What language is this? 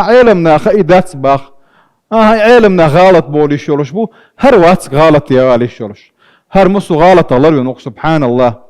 Chechen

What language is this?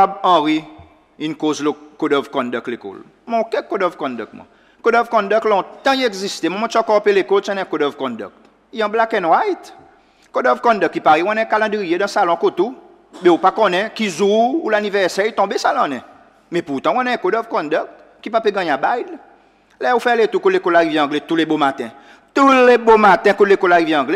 Seselwa Creole French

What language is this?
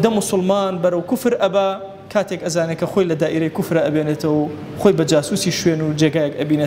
Central Kurdish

